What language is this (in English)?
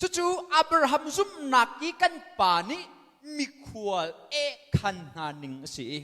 Hakha Chin